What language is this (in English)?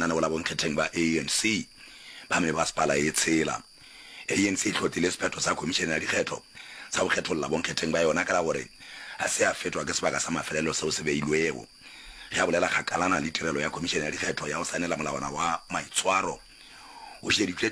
Northern Sotho